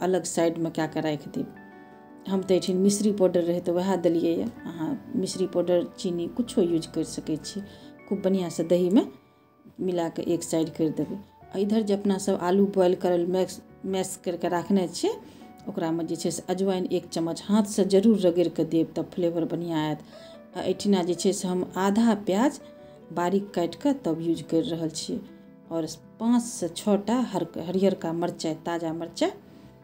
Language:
Maithili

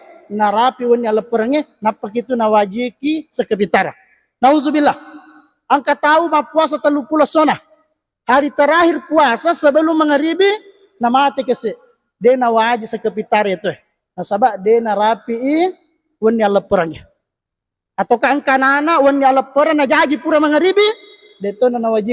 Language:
Buginese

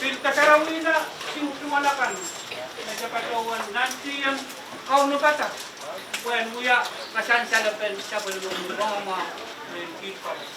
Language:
Pohnpeian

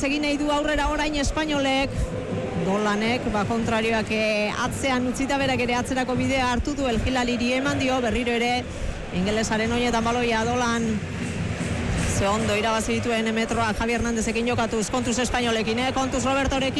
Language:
Basque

